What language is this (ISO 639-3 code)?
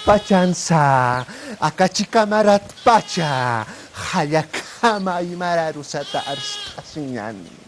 aym